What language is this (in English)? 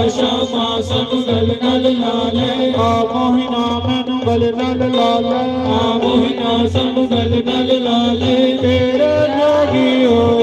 Dogri